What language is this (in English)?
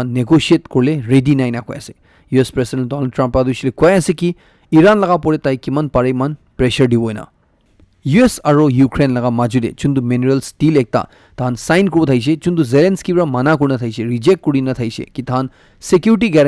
Naga Pidgin